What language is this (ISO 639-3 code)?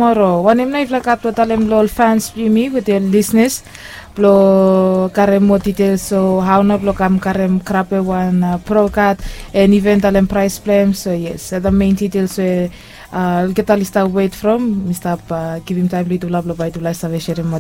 bis